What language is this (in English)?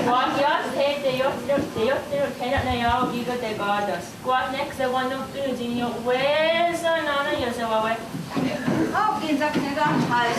Mohawk